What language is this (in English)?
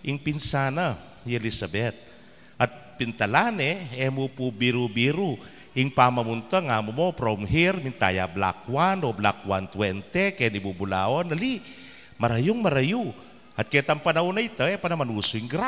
Pampanga